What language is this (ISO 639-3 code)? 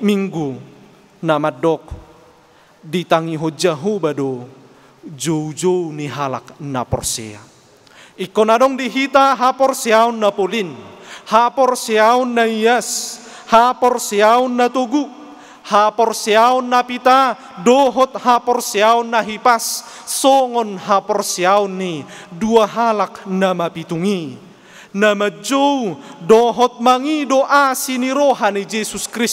bbc